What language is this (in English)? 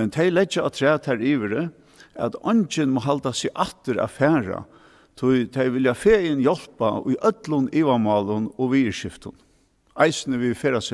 Faroese